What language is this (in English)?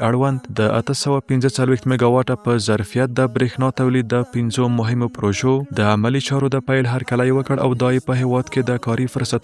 Pashto